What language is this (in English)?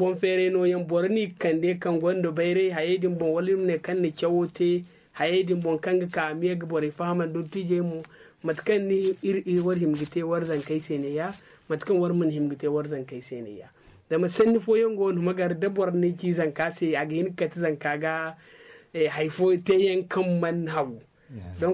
Zarma